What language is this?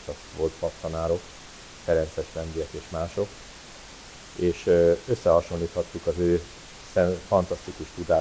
Hungarian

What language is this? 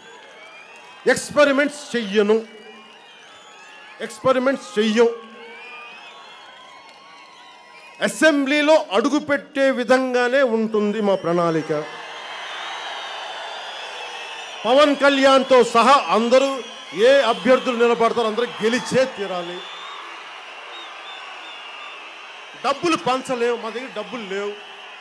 Telugu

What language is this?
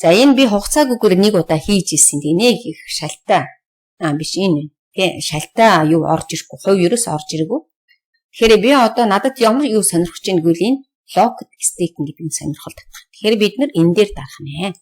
Mongolian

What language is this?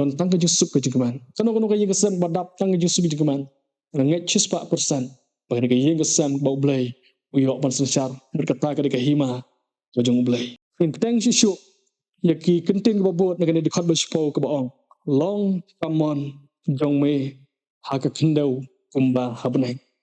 Khasi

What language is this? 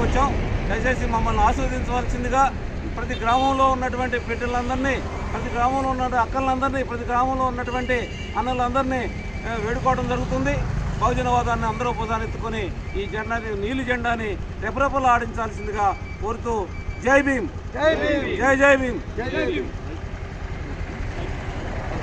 Telugu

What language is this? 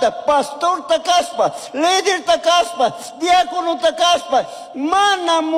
Chimborazo Highland Quichua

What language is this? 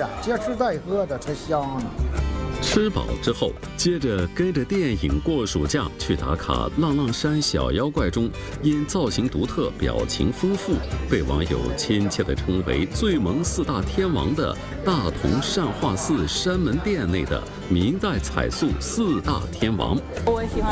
Chinese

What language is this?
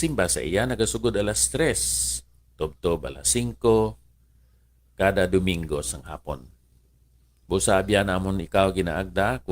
Hiligaynon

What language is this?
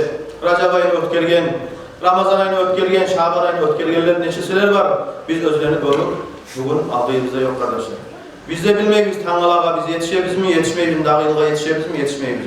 Kumyk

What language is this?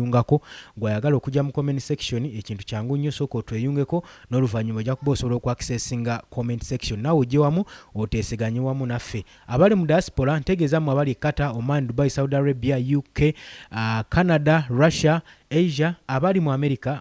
Ganda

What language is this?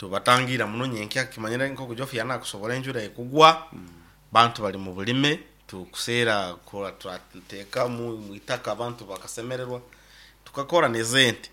Nyoro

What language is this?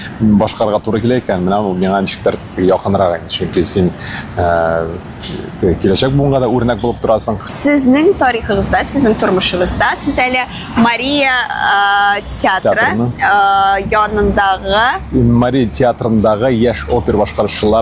Tatar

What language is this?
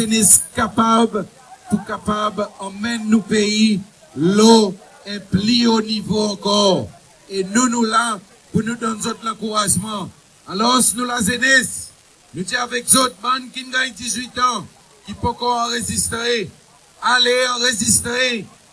Seselwa Creole French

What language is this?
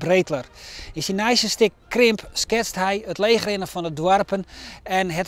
Western Frisian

